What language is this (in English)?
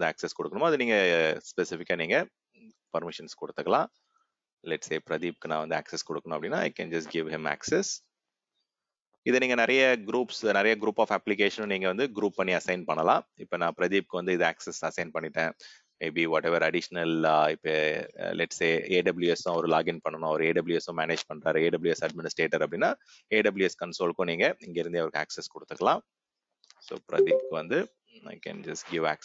Tamil